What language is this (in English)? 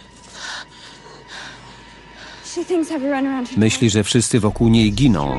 Polish